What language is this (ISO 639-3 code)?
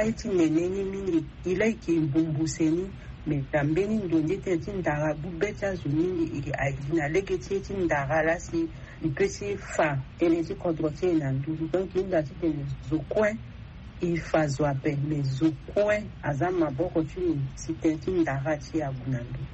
sag